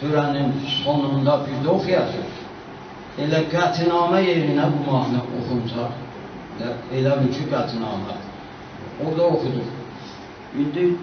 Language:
South Azerbaijani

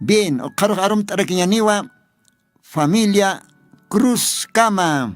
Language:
Aymara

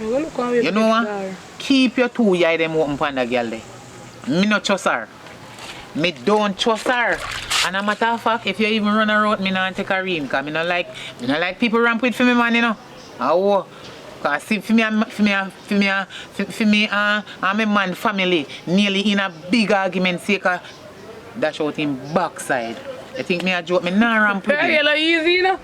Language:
Jamaican Creole English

